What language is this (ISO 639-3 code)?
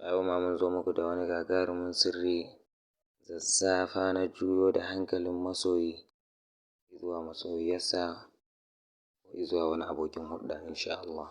hau